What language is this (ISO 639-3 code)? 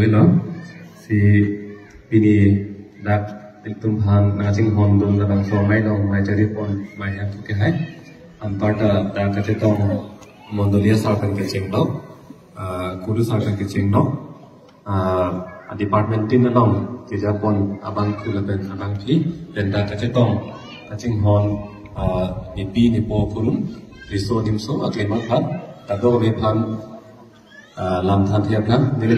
mjw